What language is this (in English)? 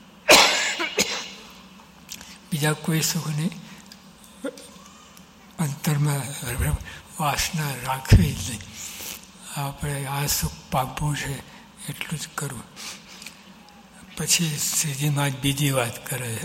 Gujarati